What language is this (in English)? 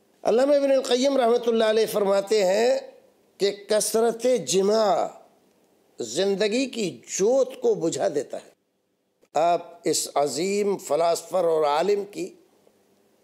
Urdu